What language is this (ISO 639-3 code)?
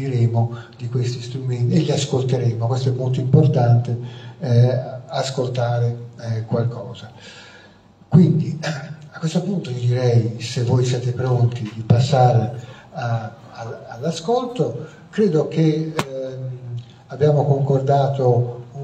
ita